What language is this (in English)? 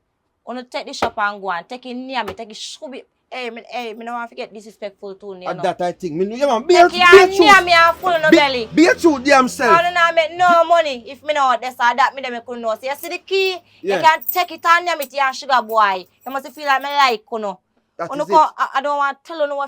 Jamaican Creole English